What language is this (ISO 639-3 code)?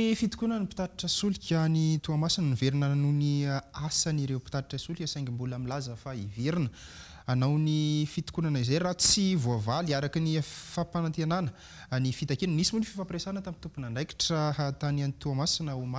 mlg